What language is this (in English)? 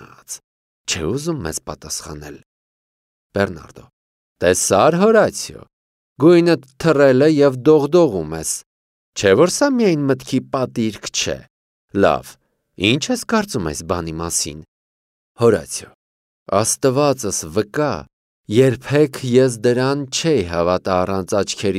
Armenian